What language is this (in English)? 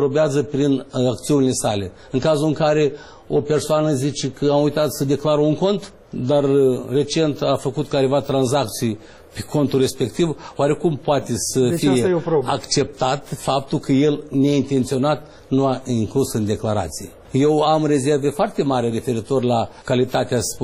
Romanian